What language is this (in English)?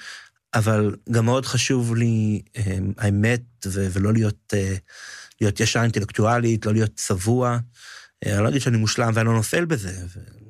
Hebrew